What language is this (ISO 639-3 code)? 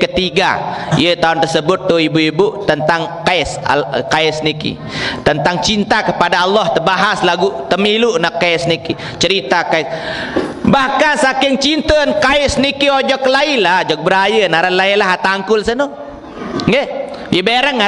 sas